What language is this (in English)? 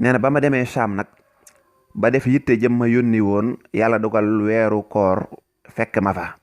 Wolof